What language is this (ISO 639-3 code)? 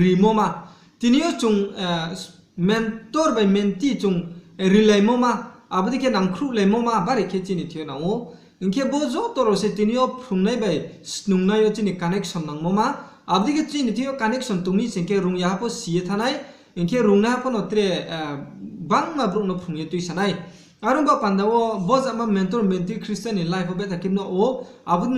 ria